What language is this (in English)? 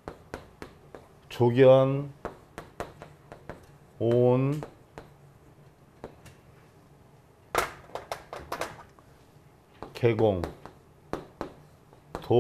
Korean